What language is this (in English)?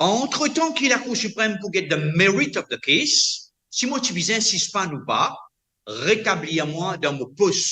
Morisyen